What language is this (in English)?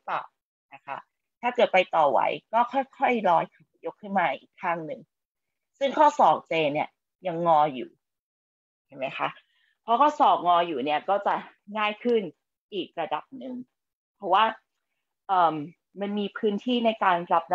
Thai